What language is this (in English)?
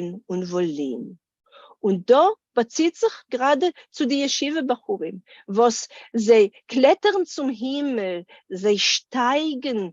Yiddish